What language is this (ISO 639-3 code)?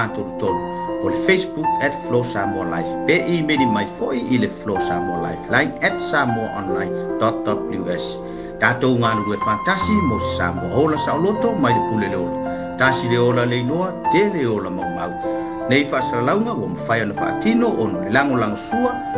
smo